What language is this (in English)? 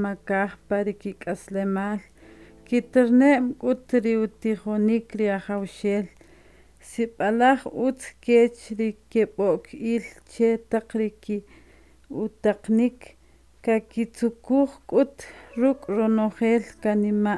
Kʼicheʼ